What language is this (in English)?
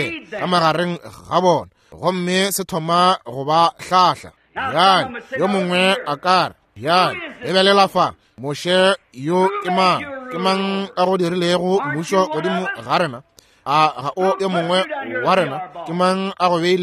Northern Sotho